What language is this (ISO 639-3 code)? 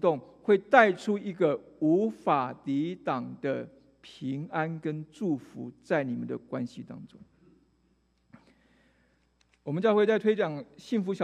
zho